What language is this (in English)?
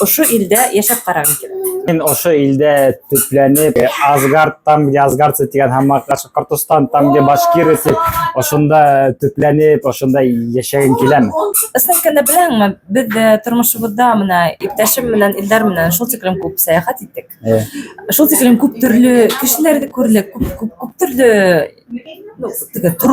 Bashkir